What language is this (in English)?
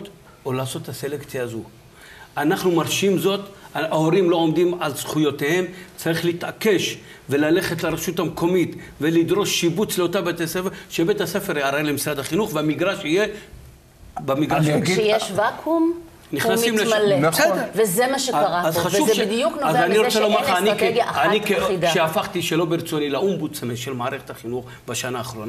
Hebrew